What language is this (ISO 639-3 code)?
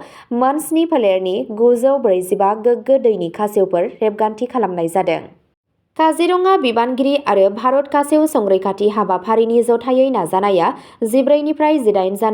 brx